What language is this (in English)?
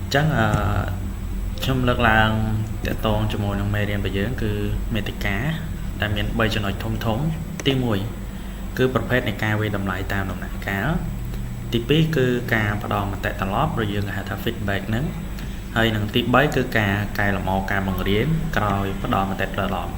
Khmer